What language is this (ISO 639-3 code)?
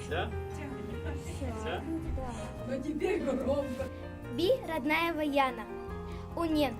bua